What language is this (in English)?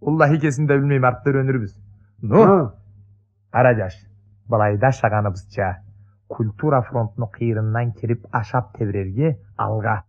Karachay-Balkar